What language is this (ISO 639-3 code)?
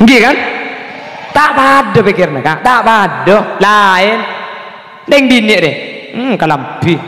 mad